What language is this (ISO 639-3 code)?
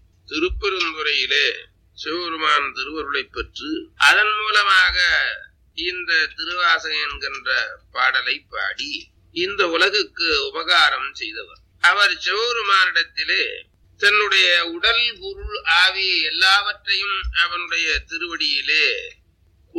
tam